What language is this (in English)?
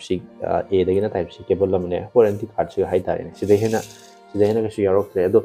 Manipuri